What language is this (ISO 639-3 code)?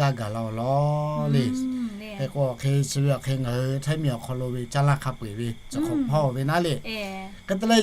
lhu